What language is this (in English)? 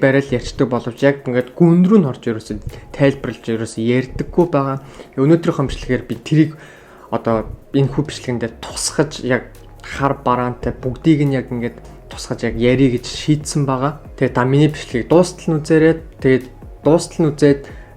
Mongolian